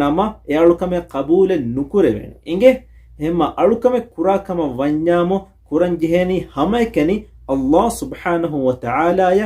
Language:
Divehi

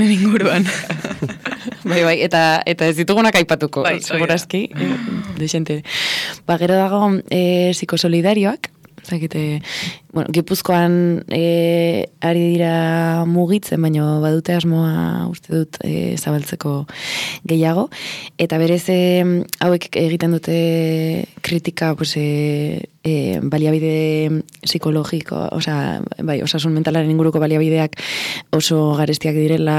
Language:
Basque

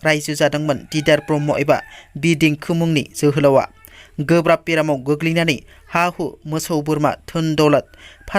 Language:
Bodo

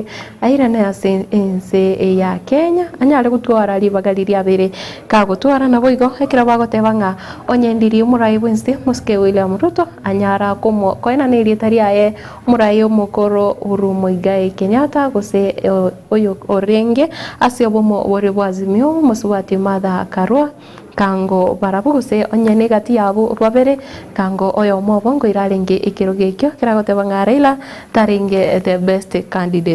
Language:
Gusii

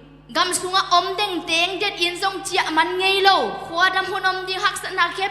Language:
Tedim Chin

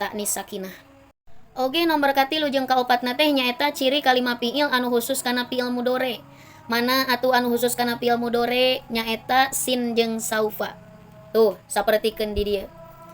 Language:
Sundanese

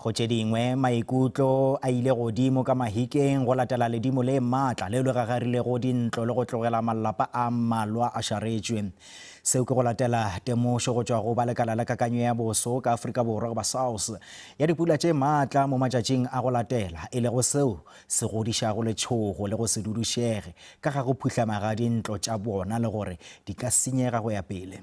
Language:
Northern Sotho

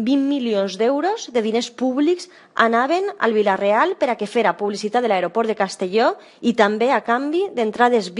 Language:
Catalan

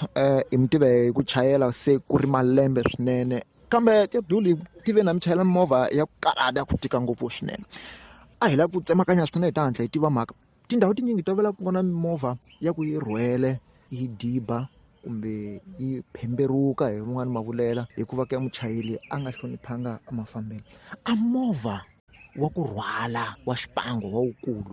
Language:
Tsonga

